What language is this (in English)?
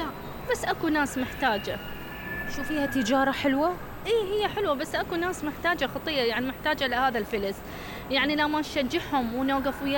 Mesopotamian Arabic